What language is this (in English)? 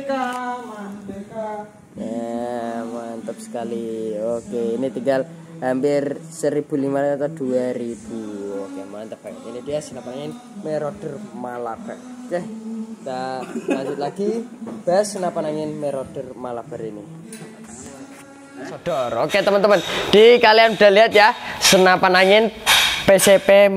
Indonesian